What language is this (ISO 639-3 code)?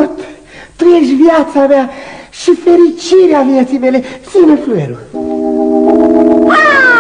ron